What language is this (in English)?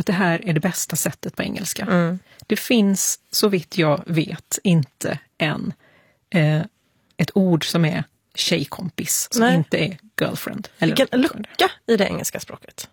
Swedish